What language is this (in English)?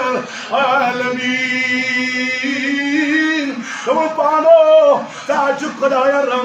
Kashmiri